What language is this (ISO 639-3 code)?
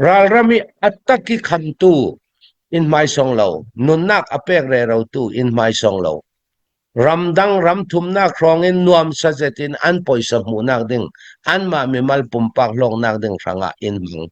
cnh